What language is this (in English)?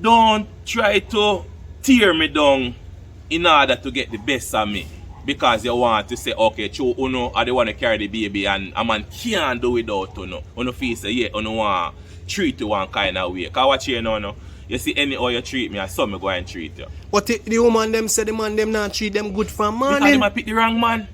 Jamaican Creole English